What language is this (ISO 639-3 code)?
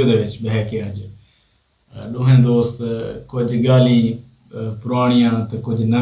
skr